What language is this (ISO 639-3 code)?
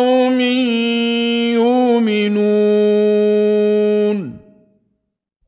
ara